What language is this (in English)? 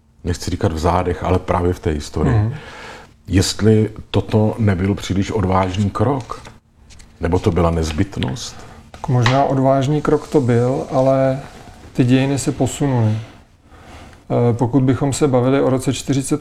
Czech